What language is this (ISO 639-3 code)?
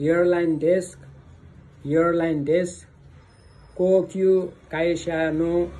nep